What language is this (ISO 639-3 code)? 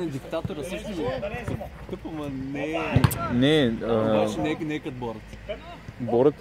bul